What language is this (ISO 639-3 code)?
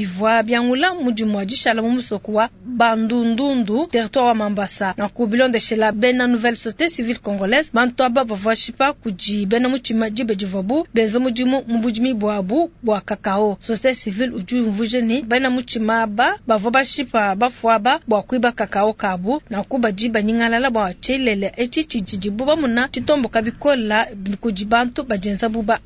lua